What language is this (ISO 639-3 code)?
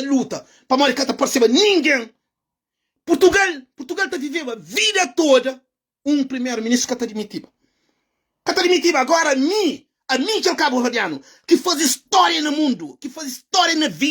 kea